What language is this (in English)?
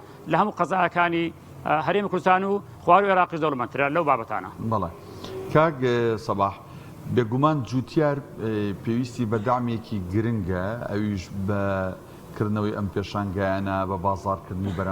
Central Kurdish